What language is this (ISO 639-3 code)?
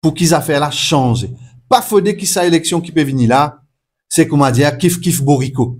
mfe